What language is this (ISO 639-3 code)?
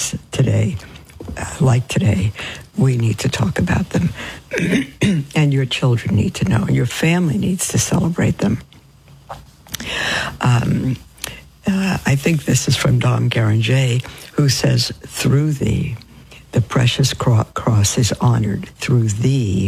eng